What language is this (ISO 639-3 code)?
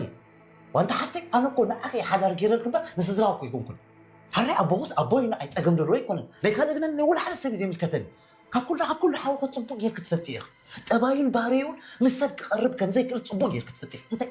tir